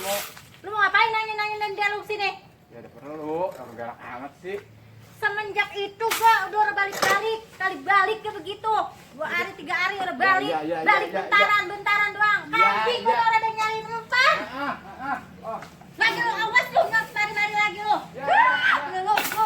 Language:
Betawi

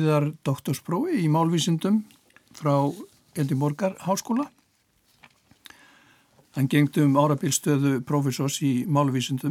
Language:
Icelandic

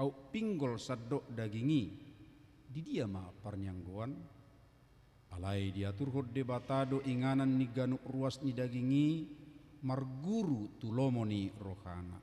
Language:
Batak Toba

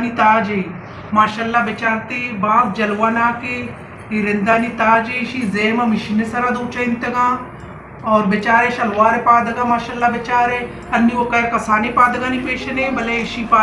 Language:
Baluchi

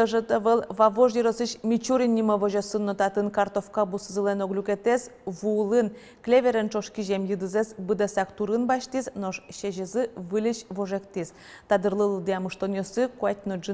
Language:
Udmurt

